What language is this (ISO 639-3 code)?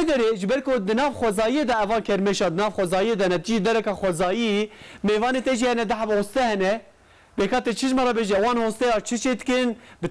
kur